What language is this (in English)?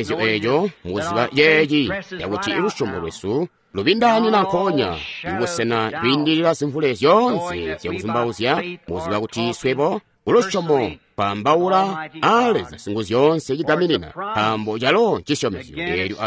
Tonga (Zambia)